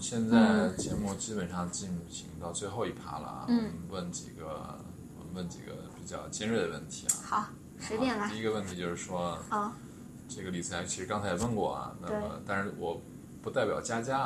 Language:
Chinese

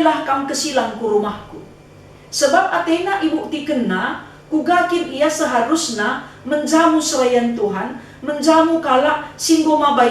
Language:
Batak Karo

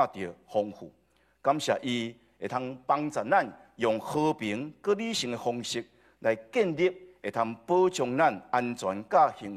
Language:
Min Nan Chinese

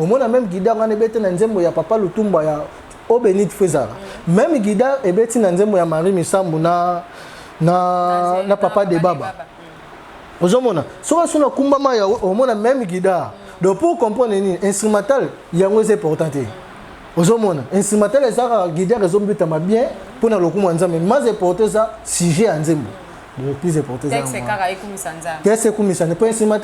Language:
Lingala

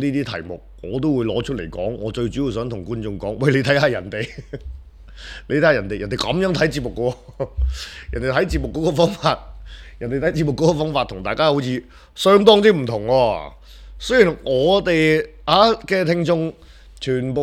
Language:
Cantonese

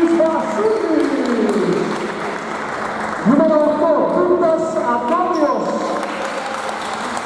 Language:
Greek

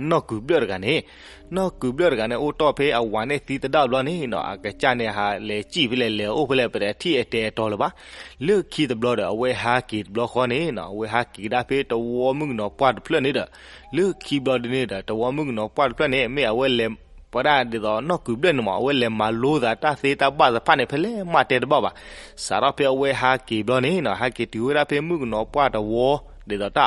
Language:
S'gaw Karen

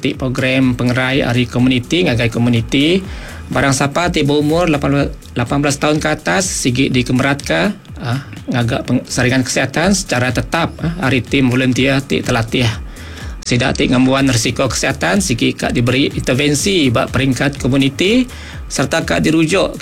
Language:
Iban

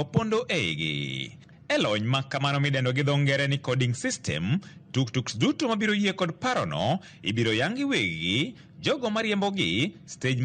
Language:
Luo (Kenya and Tanzania)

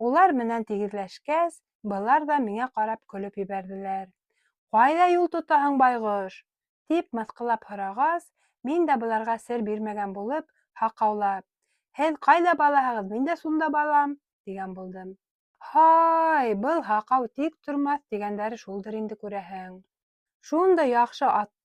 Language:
Bashkir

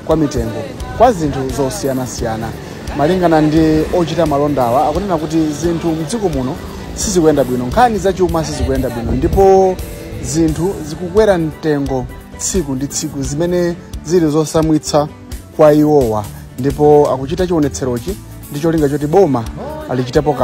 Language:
Nyanja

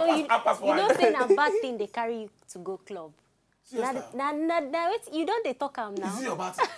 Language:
Nigerian Pidgin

